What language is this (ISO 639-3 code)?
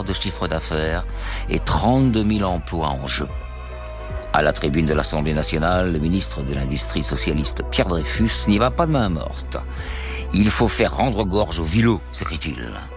fra